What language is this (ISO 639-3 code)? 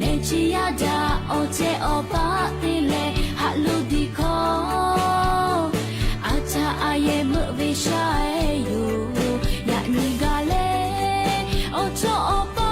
lhu